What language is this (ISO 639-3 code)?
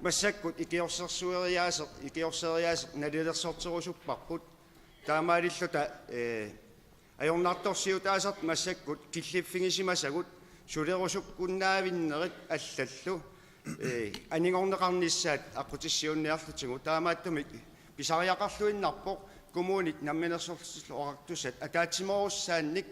kal